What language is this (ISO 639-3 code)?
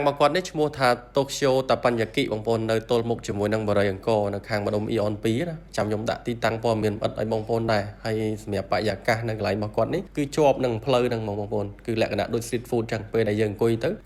khm